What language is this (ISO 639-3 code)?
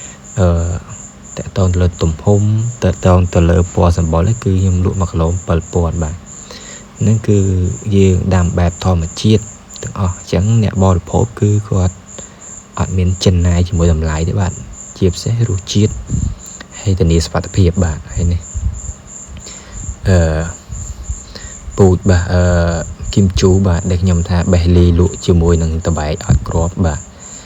khm